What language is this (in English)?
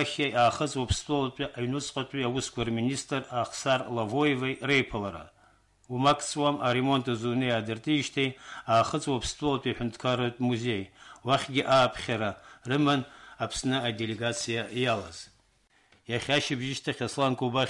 Abkhazian